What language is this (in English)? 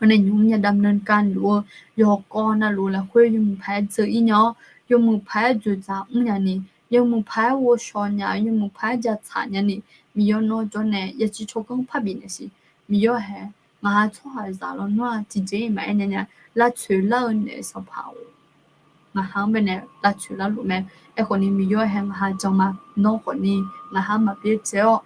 Akha